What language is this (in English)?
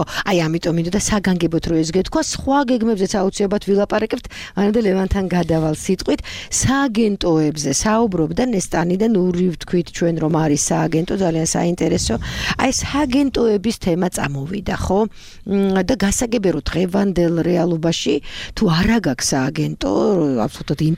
Georgian